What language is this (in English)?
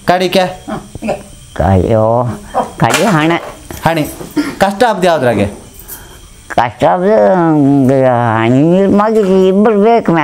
Kannada